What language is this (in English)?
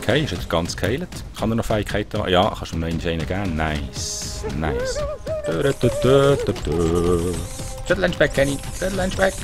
Swiss German